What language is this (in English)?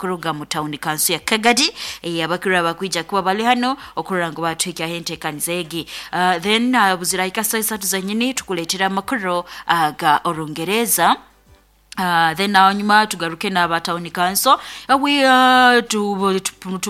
Nyoro